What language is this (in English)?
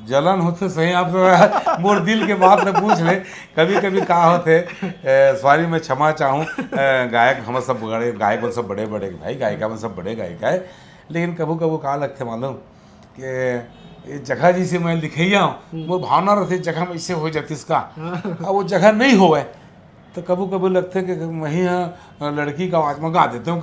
Chhattisgarhi